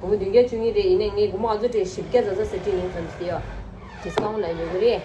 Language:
Tibetan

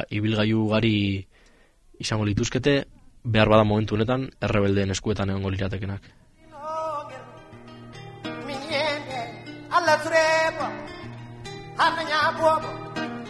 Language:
Basque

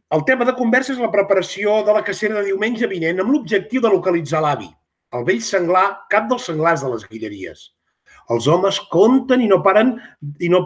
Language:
Catalan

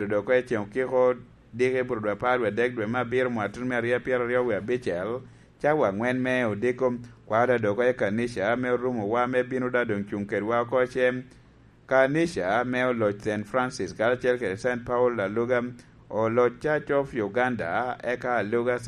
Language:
Lango (Uganda)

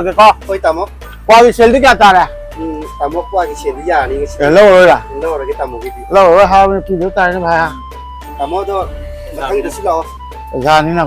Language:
Manipuri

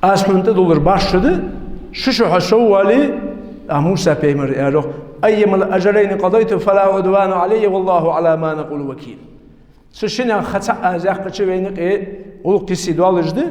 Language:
Ingush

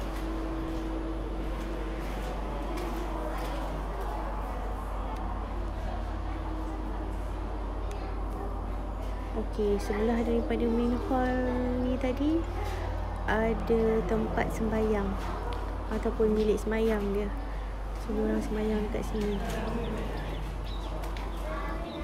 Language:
Malay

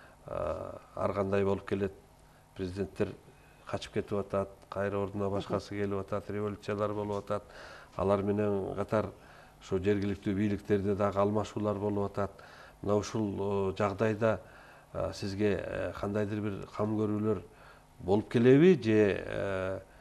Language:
Kyrgyz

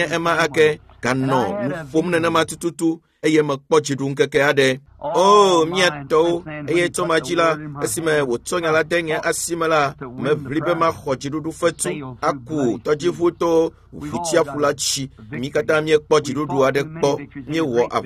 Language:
Ewe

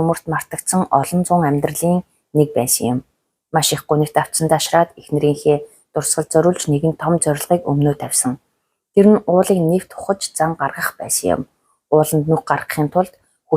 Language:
Mongolian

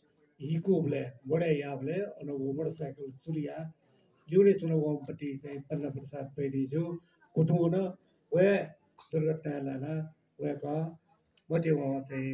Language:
Newari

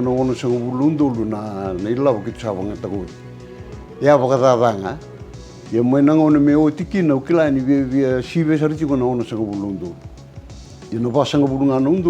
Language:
Fijian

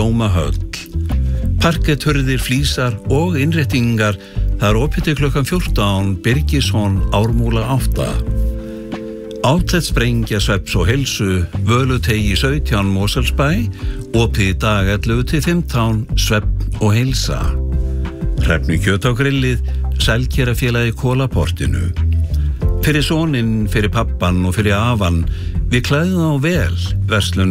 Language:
Icelandic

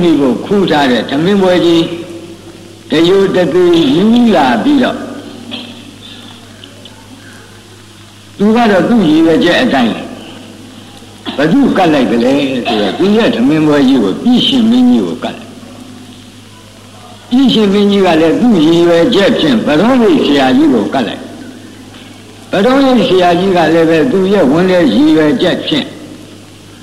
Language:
Burmese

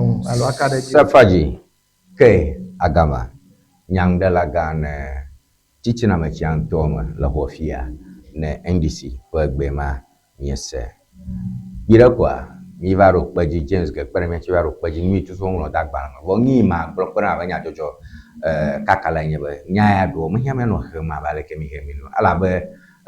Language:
Ewe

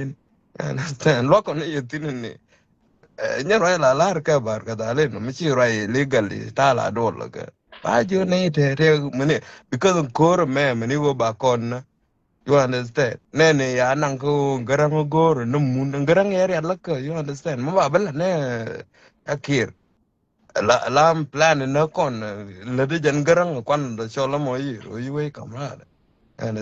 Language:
Nuer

